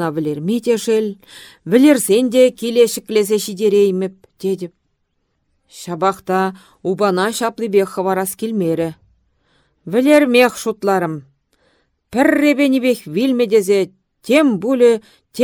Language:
Chuvash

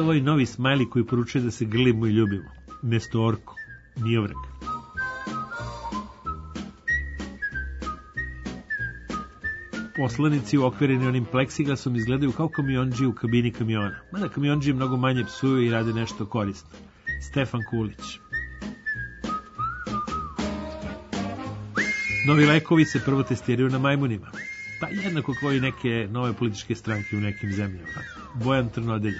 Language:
Serbian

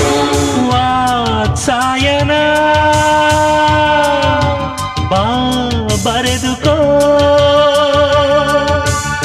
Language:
Kannada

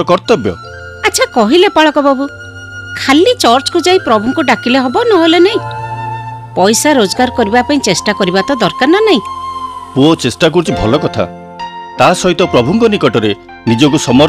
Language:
Odia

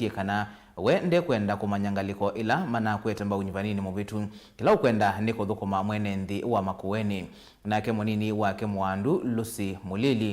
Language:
Kamba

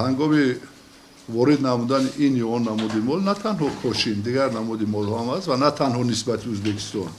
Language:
Tajik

